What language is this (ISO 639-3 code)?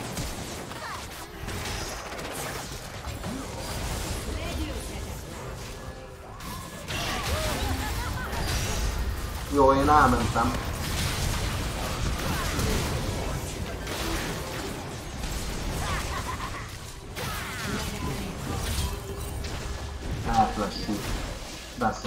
hun